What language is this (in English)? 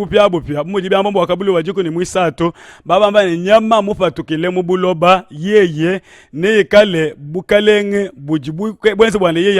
Luba-Lulua